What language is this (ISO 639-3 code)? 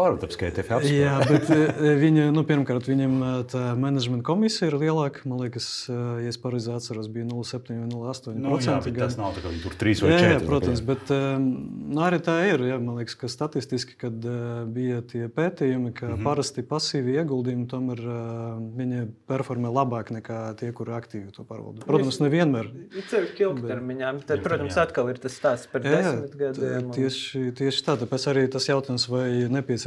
lav